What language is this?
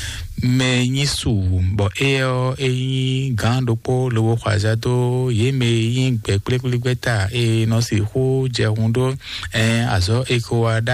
Fon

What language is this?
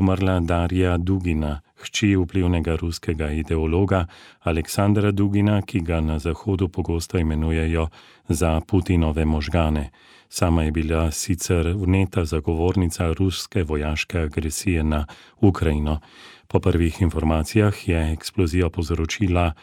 Slovenian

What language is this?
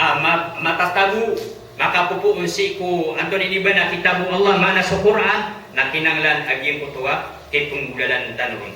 Maranao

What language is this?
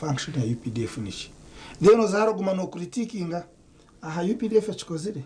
Nyankole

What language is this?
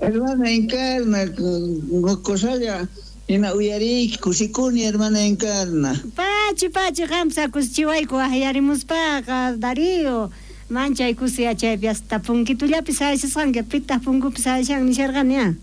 South Bolivian Quechua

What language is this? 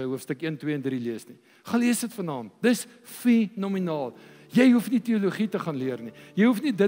Afrikaans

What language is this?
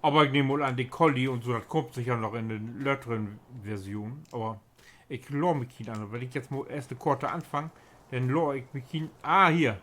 Low German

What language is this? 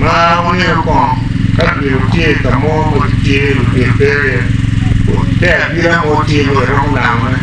Acoli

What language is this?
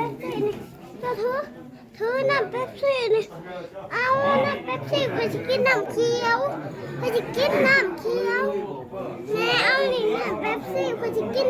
Northeastern Thai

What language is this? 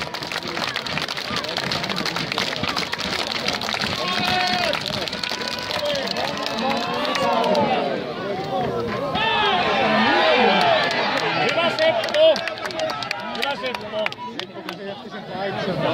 Finnish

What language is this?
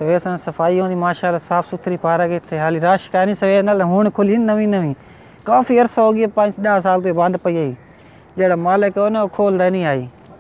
Saraiki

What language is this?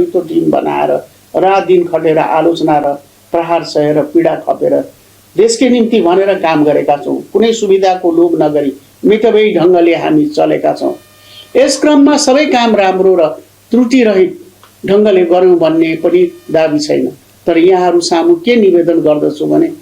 Nepali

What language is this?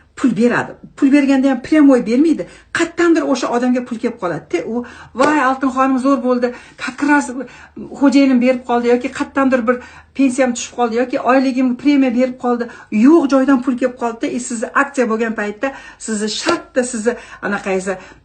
Uzbek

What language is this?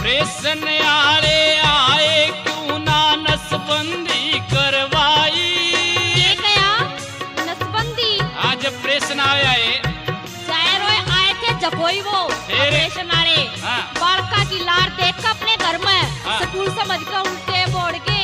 Haryanvi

